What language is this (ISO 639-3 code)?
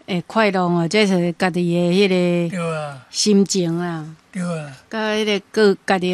nan